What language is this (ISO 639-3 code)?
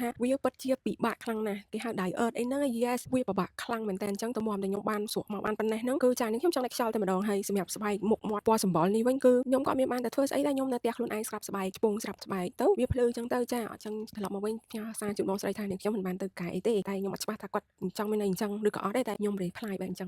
khm